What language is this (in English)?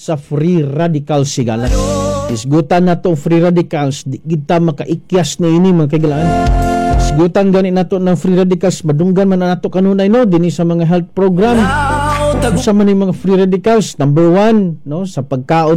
Cebuano